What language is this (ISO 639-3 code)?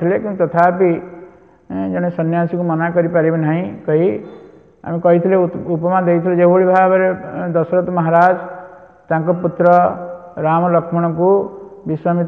ori